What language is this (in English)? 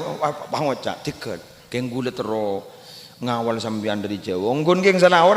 Madurese